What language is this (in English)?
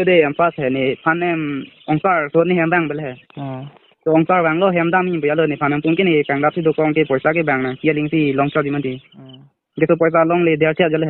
Karbi